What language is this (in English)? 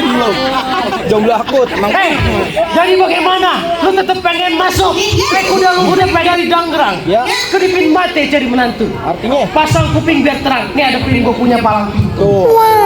Betawi